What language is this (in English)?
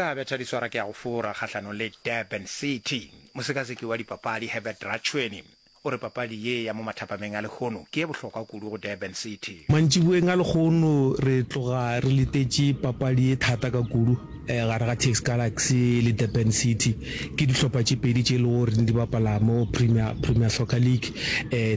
Northern Sotho